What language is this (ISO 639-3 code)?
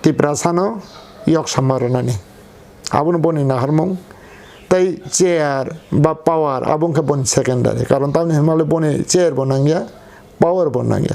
trp